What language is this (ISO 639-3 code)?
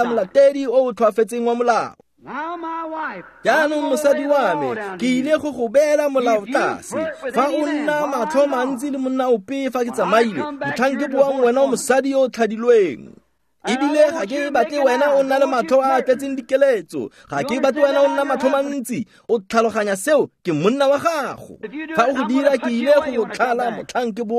tsn